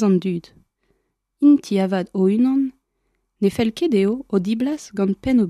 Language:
Breton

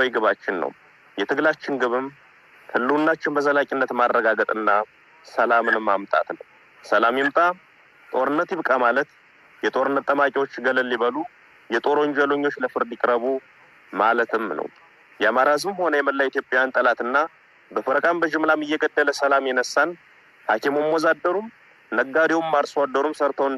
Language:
Amharic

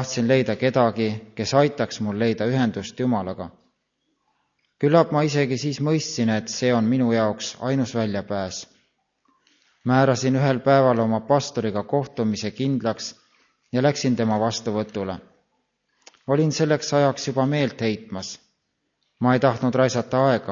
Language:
Estonian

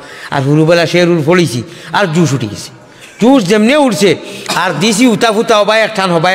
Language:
Sylheti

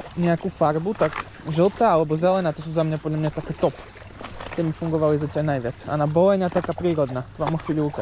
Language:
Slovak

